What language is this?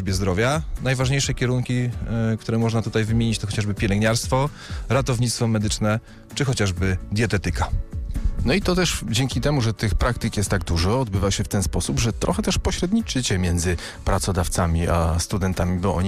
Polish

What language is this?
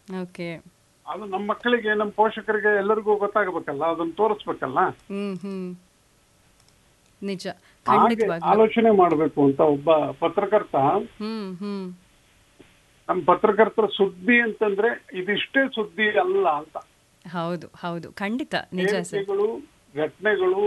Kannada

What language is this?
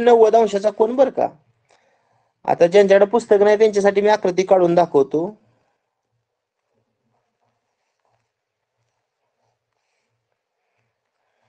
Marathi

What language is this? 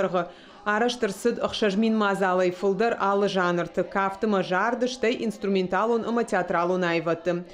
Ossetic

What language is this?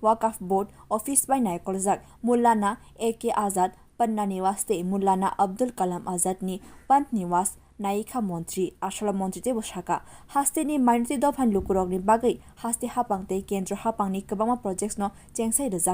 Kok Borok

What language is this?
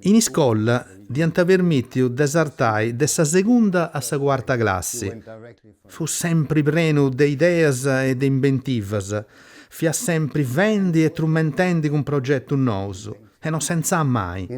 Sardinian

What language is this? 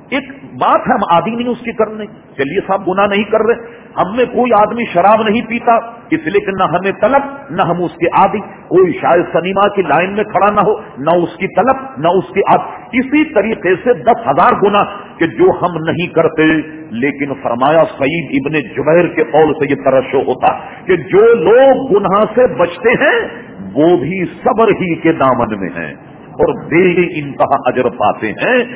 Urdu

